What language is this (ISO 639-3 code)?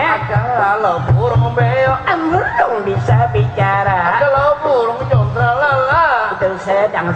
bjn